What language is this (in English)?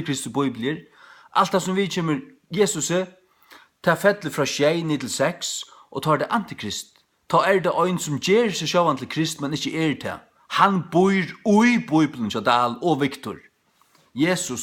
Faroese